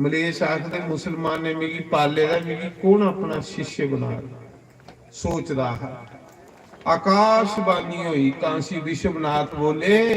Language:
Dogri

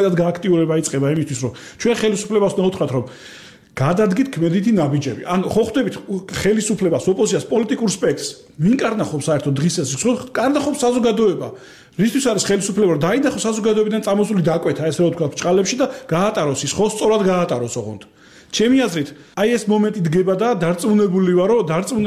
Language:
Georgian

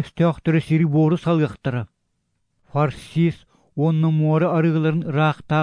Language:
Yakut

